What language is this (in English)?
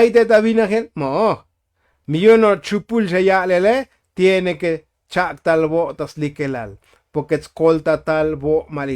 Tzotzil